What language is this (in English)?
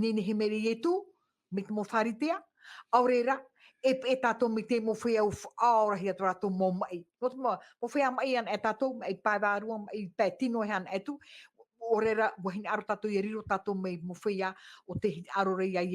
Tahitian